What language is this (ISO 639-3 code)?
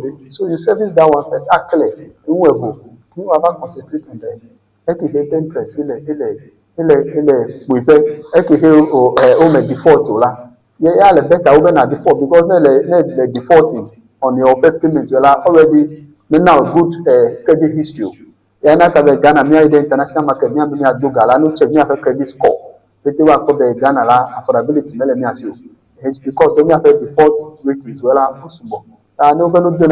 ewe